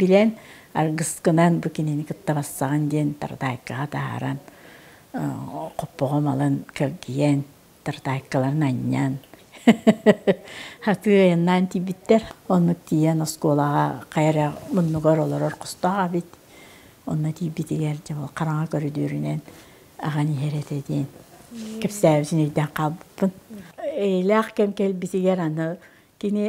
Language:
Yakut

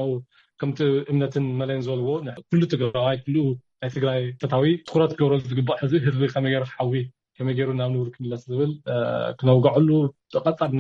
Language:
Tigrinya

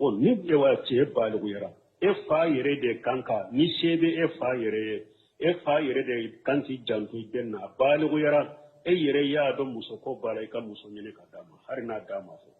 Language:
Bambara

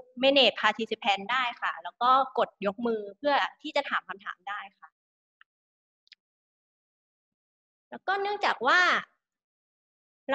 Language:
Thai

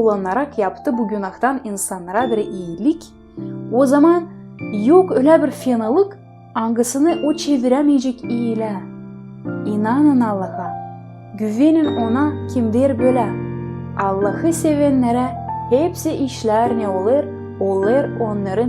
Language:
Gagauz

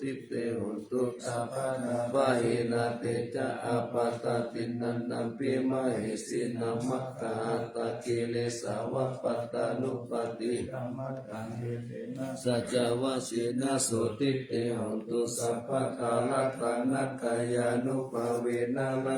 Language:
Pali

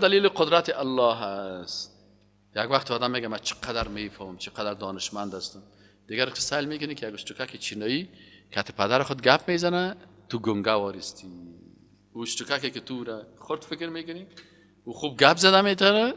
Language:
Persian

